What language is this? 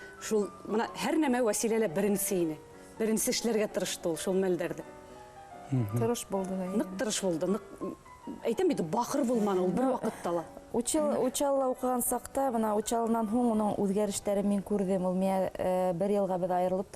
Bashkir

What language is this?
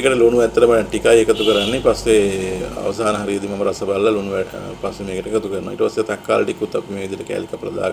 Sinhala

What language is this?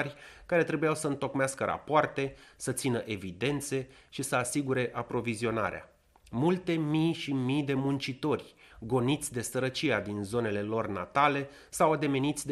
Romanian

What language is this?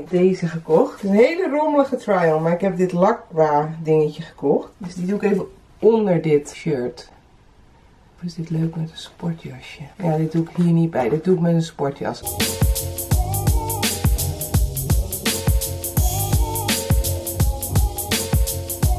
Dutch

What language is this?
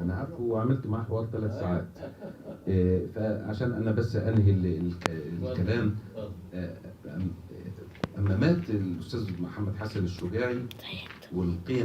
Egyptian Arabic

